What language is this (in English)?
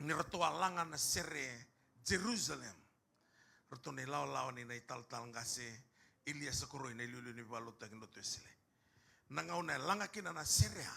Fijian